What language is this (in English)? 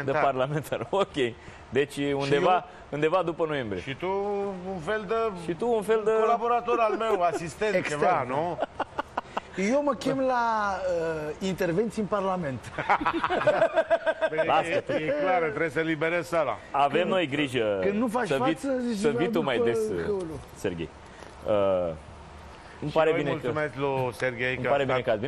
Romanian